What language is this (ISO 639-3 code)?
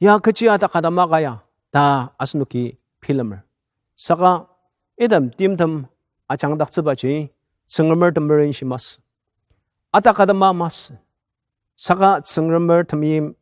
njo